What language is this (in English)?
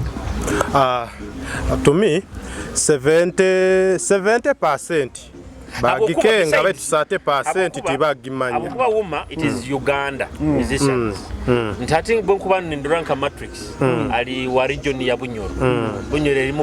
Nyoro